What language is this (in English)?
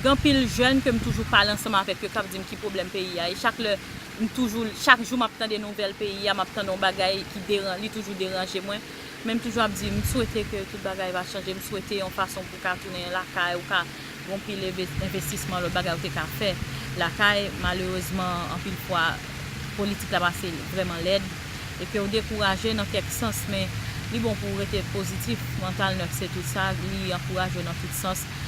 Haitian Creole